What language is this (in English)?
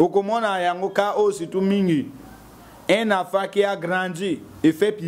Lingala